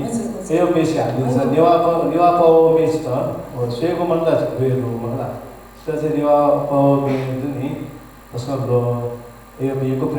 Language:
Newari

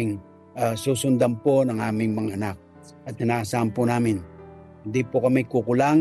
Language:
Filipino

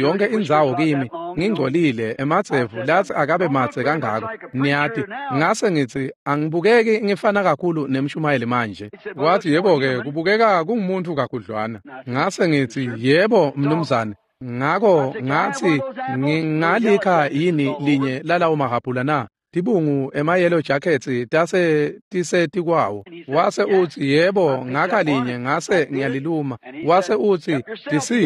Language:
Swati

